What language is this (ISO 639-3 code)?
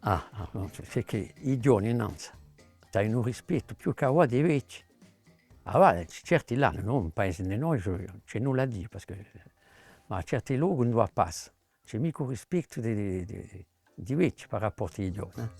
cos